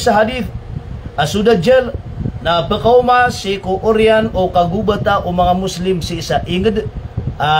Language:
Maranao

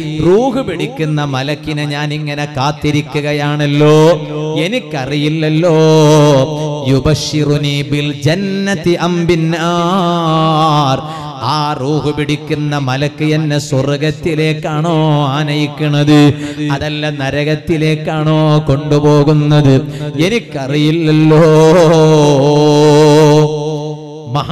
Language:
Malayalam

